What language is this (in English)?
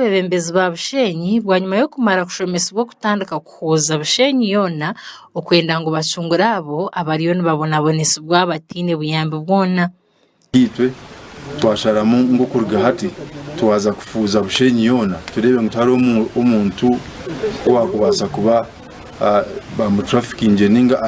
Nyankole